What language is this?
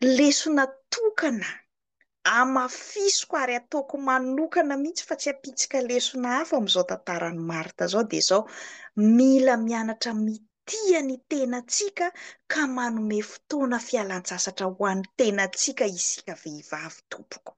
Malagasy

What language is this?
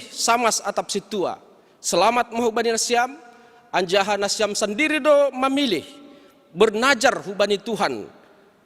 Batak Simalungun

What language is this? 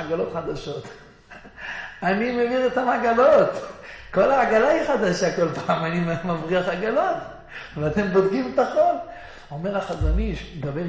Hebrew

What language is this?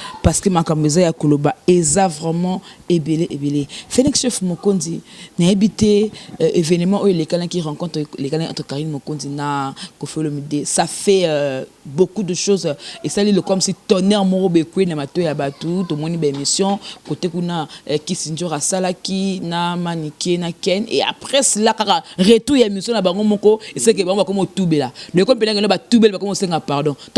Lingala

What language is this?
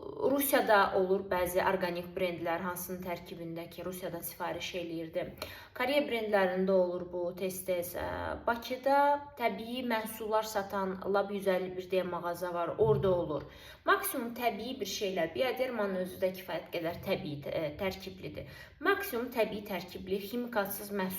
Azerbaijani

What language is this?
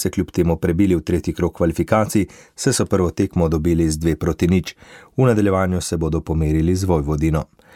Slovenian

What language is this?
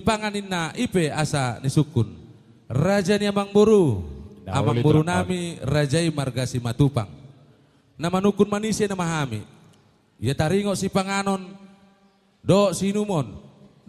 Batak Toba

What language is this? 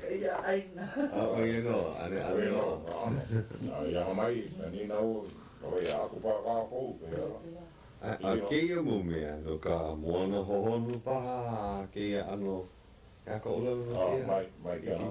Hawaiian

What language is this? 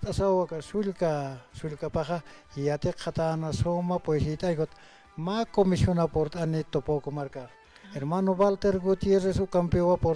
Aymara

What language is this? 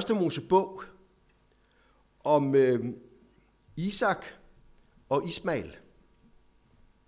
Danish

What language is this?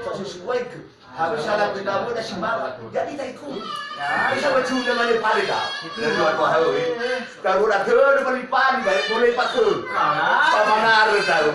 Nias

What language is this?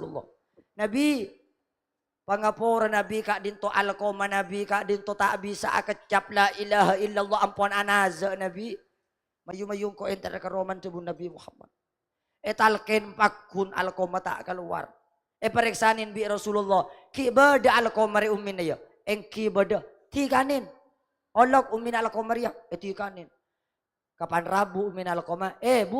Madurese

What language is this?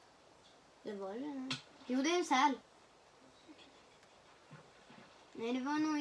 Swedish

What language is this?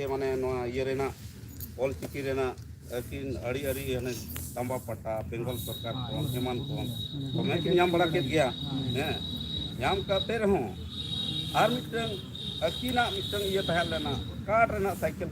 Santali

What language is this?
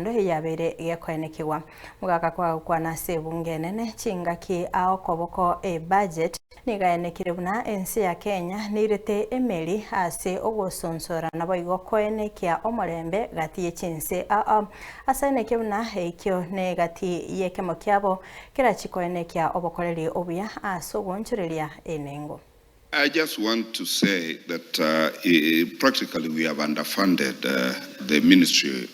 Gusii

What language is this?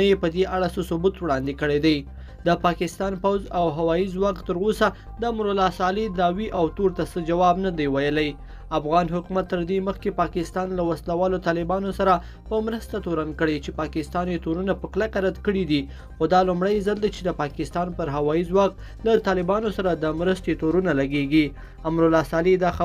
Pashto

